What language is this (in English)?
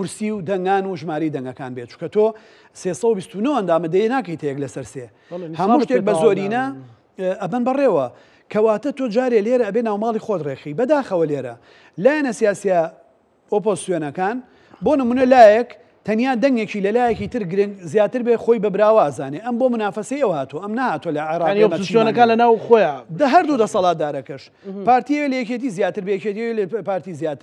Central Kurdish